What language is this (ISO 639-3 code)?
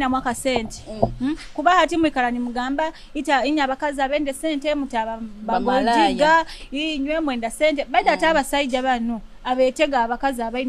nyo